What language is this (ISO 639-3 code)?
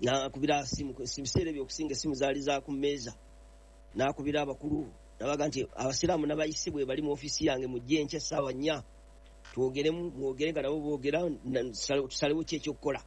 lug